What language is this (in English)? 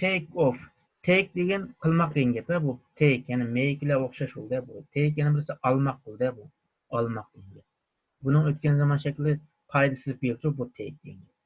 Uyghur